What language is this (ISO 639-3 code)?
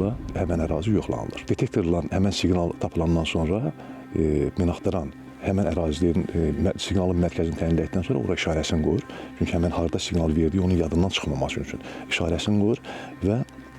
aze